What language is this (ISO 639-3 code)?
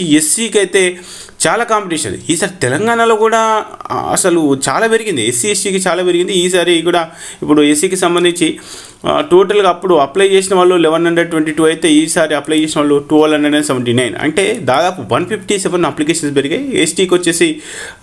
tel